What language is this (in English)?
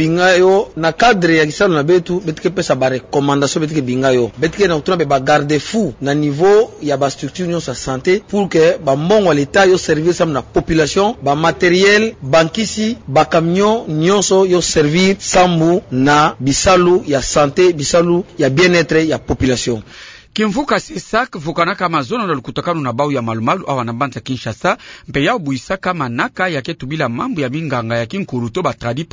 Kituba (Democratic Republic of Congo)